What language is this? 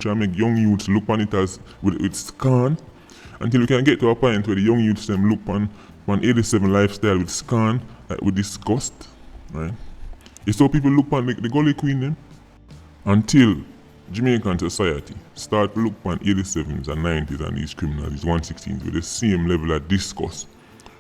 Jamaican Creole English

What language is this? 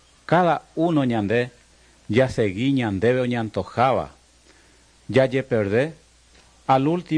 Guarani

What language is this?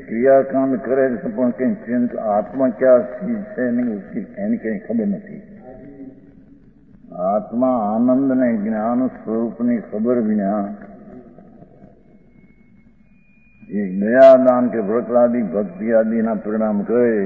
Gujarati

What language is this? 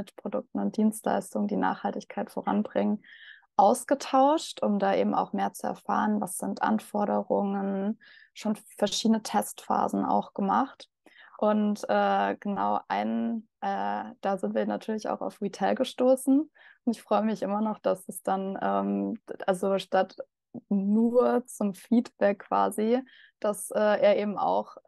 German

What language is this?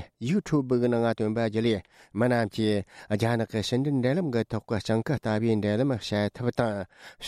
Tibetan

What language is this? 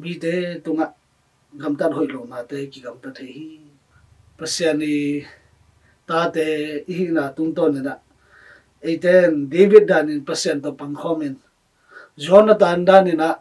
Tedim Chin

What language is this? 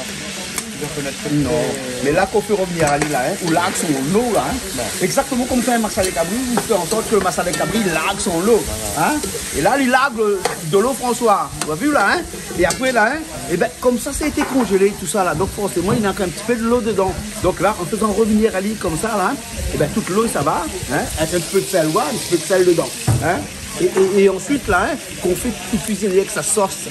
Réunion Creole French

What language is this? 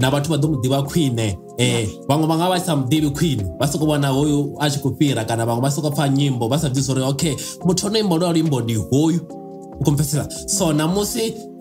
Venda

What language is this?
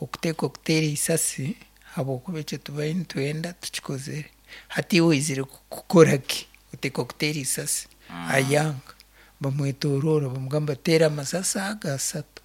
Nyankole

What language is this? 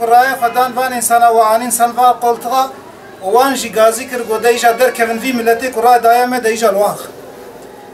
Kurdish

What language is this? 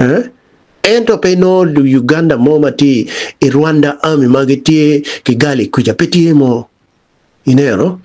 Acoli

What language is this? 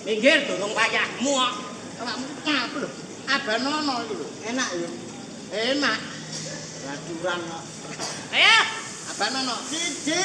Javanese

